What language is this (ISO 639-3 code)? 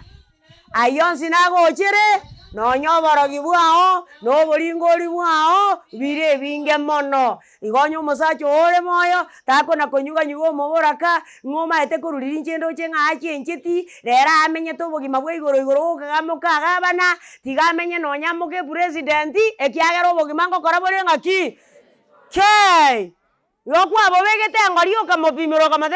guz